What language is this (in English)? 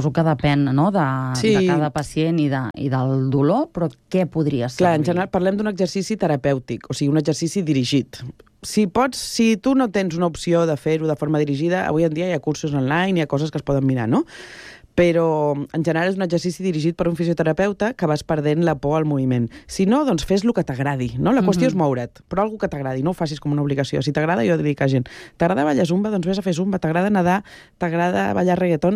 Catalan